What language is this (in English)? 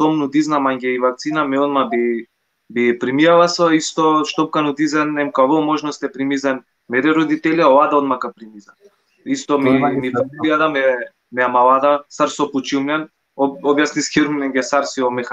Balkan Romani